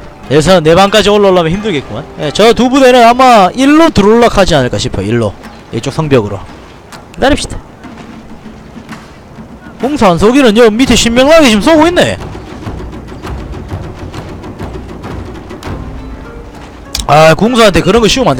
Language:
Korean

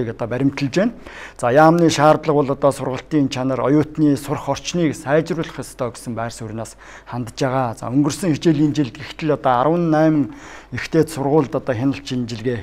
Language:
Mongolian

